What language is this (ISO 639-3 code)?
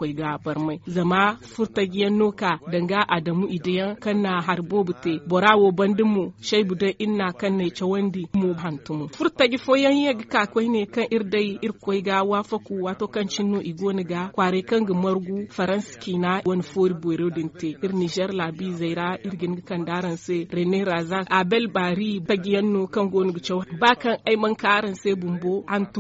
dje